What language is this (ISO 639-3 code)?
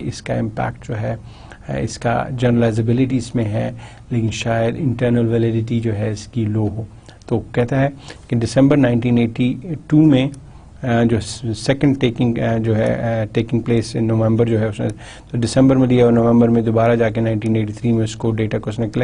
urd